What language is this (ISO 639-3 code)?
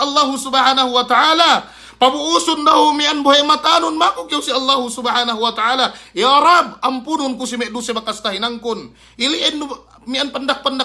yka